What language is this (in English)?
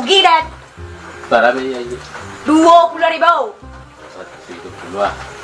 Minangkabau